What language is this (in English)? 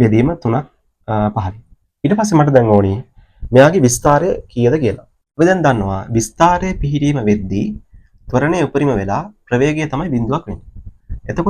Sinhala